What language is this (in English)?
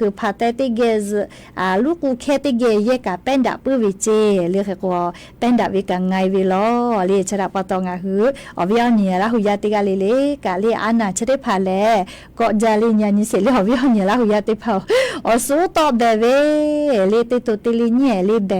Lahu